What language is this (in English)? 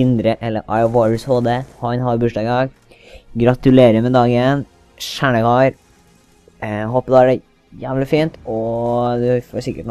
Norwegian